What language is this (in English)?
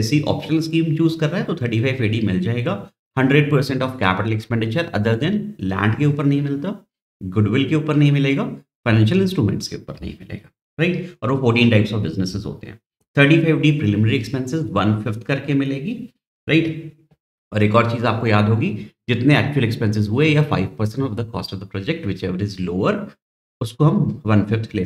Hindi